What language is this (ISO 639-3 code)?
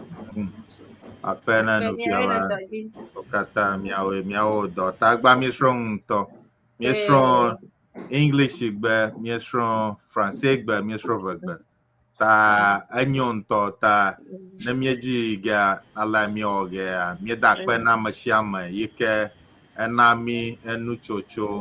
ewe